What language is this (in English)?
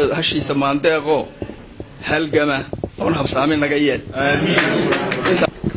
Somali